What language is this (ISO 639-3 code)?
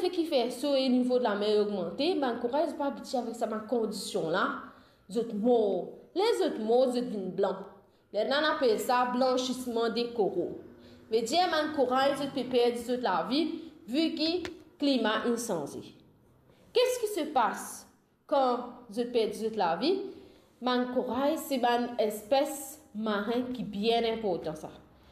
mfe